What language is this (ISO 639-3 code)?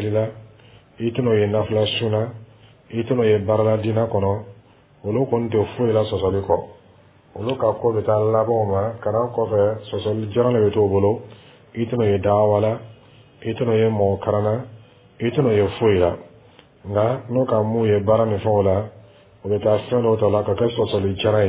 dyu